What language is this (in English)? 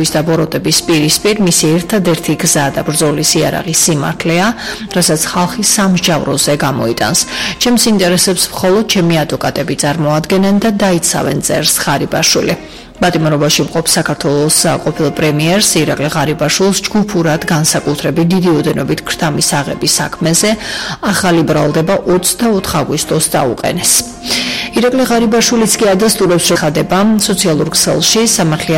Georgian